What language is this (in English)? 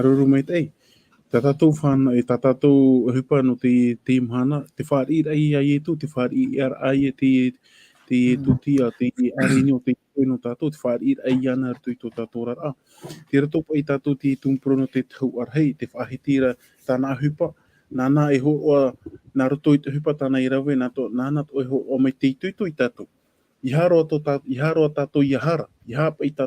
Tahitian